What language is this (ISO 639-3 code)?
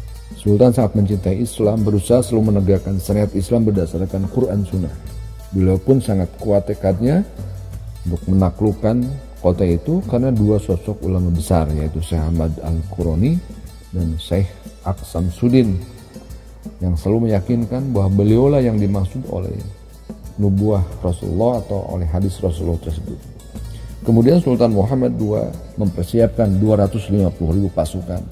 ind